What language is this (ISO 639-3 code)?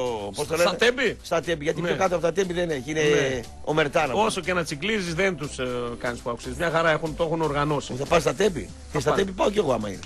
ell